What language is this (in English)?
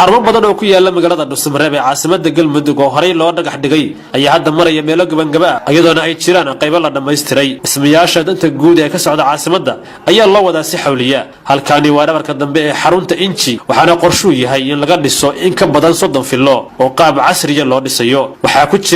Somali